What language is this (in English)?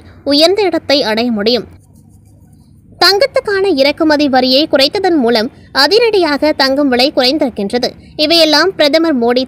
Tamil